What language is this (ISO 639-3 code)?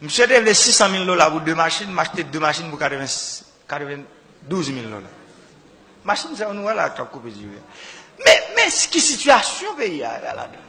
hat